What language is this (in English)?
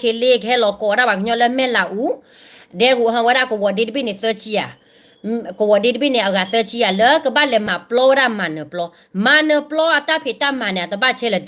S'gaw Karen